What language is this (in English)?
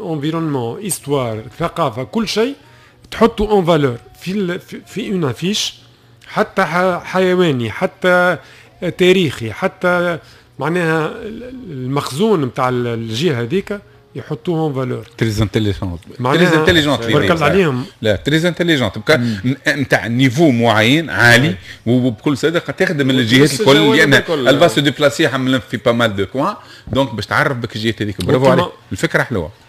Tunisian Arabic